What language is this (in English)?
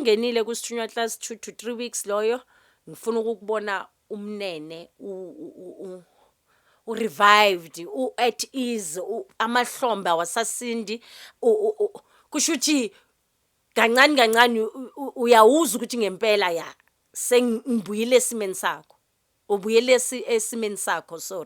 Zulu